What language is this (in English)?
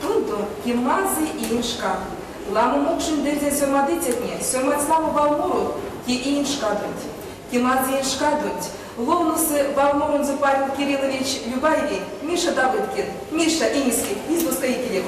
Erzya